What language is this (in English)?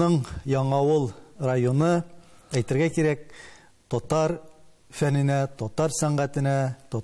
Tatar